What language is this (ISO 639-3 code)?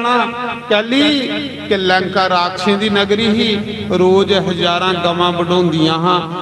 doi